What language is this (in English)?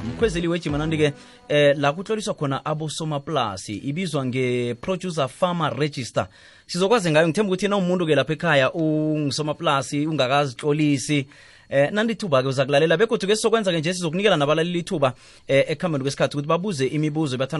South Ndebele